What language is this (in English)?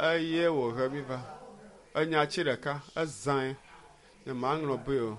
Ewe